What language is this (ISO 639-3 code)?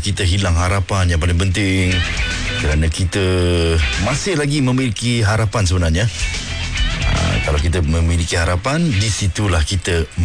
msa